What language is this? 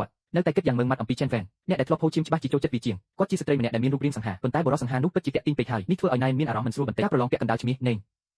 Khmer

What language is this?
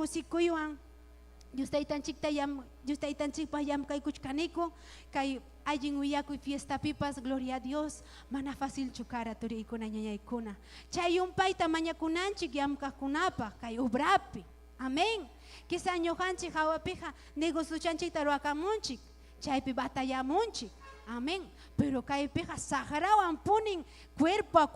Ayacucho Quechua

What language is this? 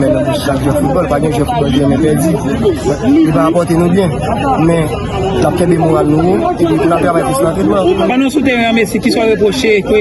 Haitian Creole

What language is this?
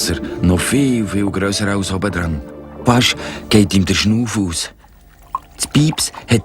Swiss German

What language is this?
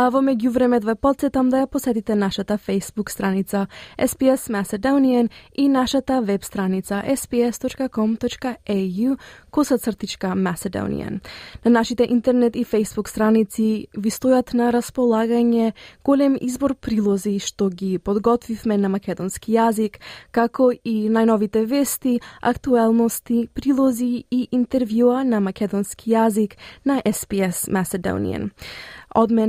Macedonian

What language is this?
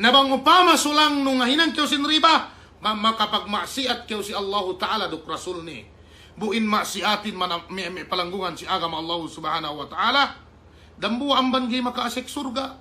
Yakan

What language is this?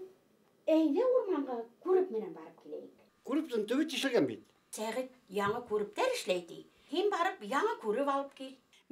Bashkir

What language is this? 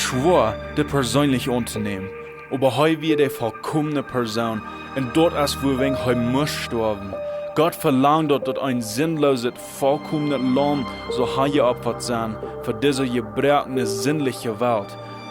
Plautdietsch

